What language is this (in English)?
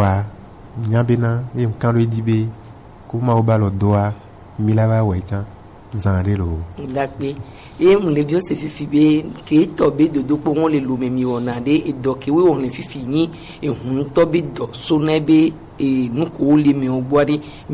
Gen